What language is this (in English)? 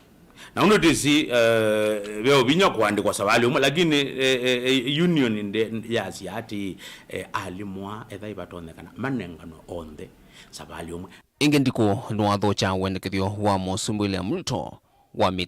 Kamba